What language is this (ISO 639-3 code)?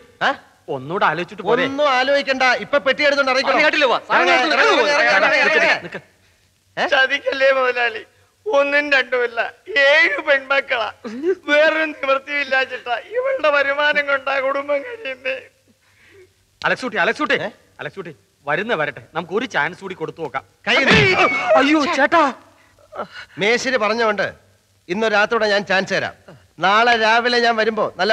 mal